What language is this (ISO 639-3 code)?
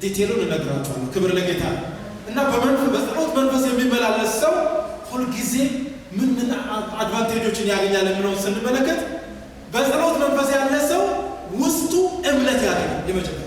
amh